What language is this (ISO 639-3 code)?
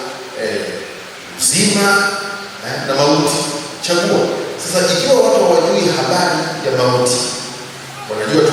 swa